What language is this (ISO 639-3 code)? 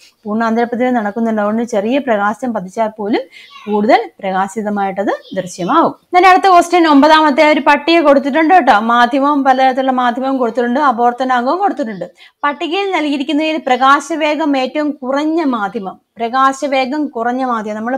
mal